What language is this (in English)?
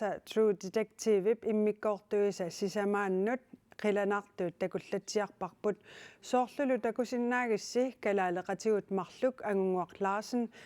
Kalaallisut